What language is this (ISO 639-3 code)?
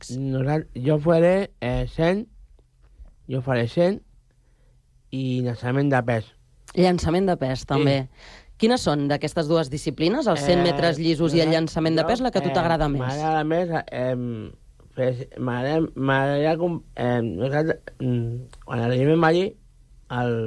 cat